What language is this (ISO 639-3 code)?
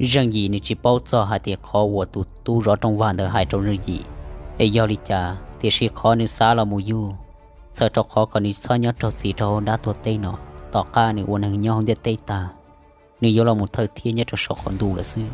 hmn